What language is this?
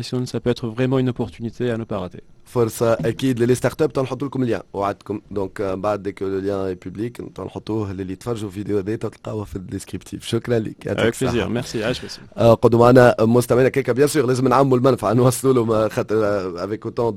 Tunisian Arabic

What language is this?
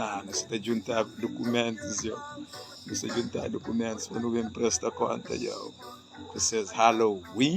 Kabuverdianu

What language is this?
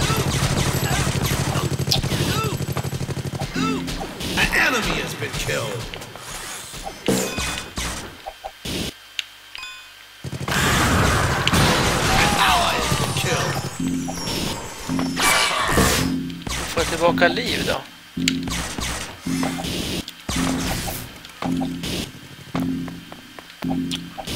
Swedish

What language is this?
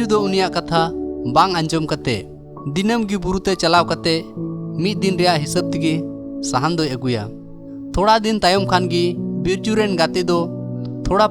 Santali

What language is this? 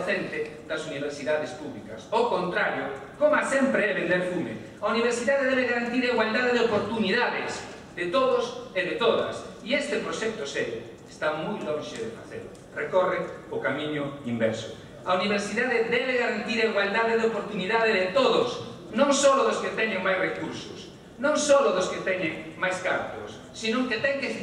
Galician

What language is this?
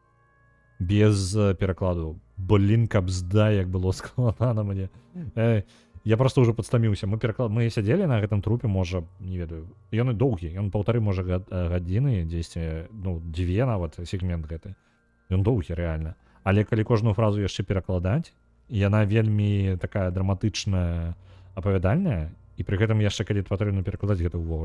Belarusian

